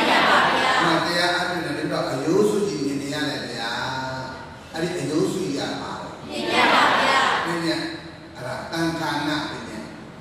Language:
Burmese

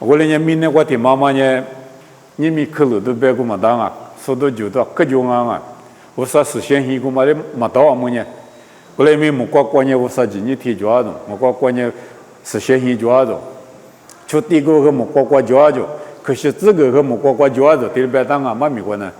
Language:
Lisu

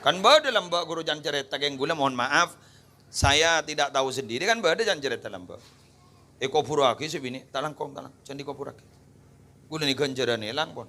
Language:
Madurese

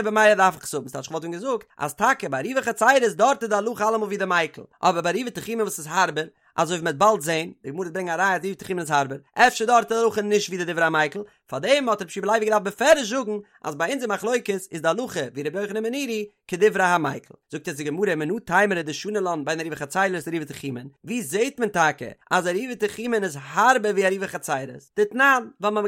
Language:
Yiddish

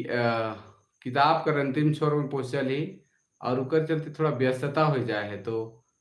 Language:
Sadri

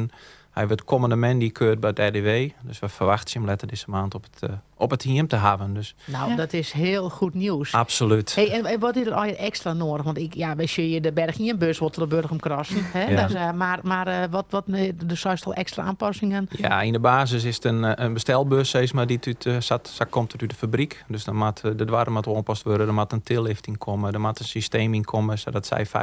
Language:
Western Frisian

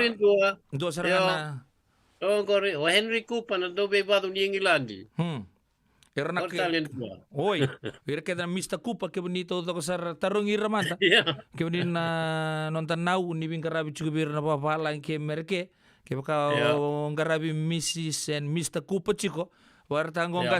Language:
Fijian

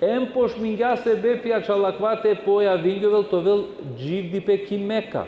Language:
Balkan Romani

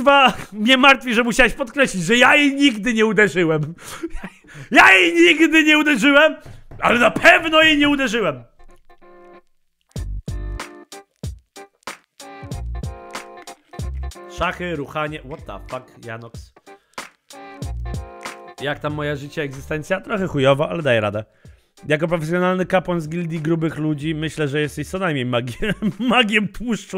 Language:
Polish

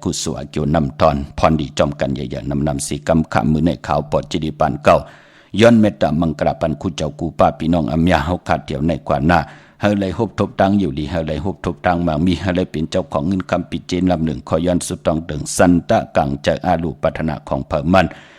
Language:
Shan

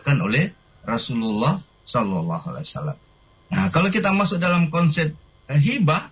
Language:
Indonesian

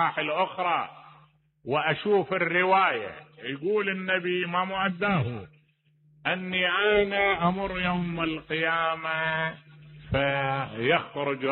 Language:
Mesopotamian Arabic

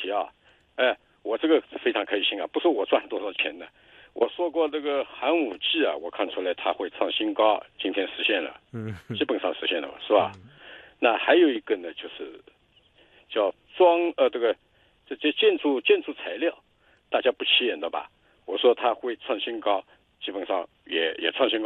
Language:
Chinese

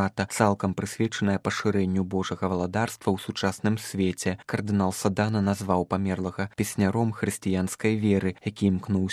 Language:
Belarusian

